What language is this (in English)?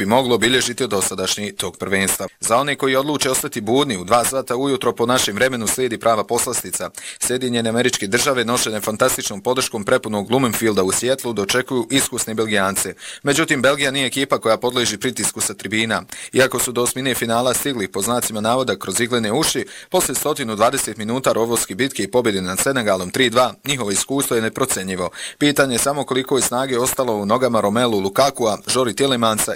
Bosnian